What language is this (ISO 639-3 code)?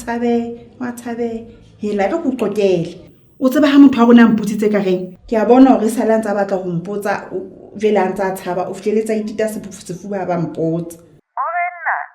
sot